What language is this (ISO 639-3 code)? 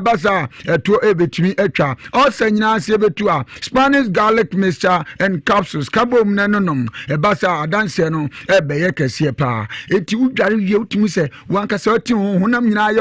aka